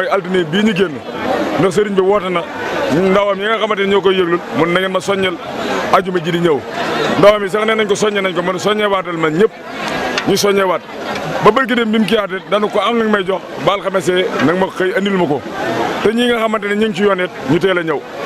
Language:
Wolof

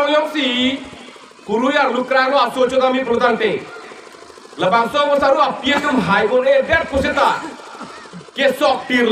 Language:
Karbi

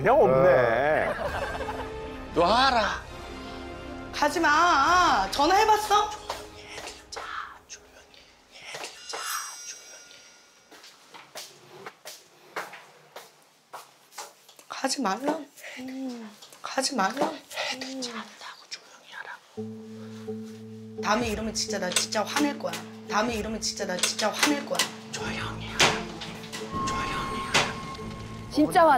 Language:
Korean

